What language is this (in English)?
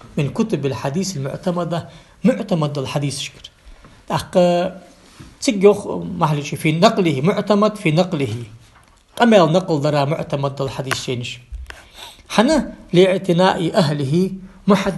Ingush